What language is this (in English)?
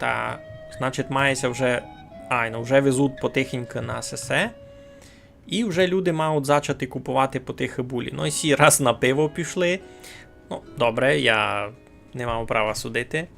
Rusyn